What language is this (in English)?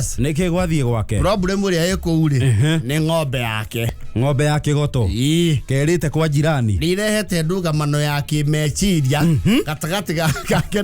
Kikuyu